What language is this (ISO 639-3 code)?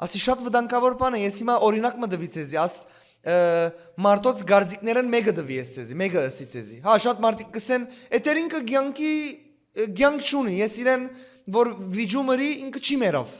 hyw